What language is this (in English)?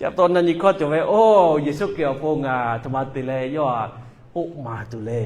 Lahu